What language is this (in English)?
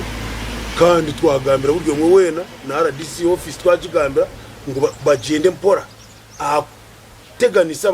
Nyankole